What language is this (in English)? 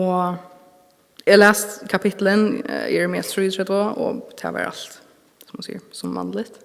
Faroese